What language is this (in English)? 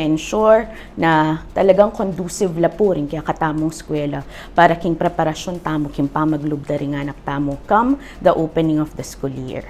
Pampanga